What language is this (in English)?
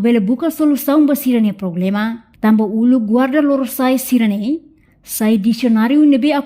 Tetum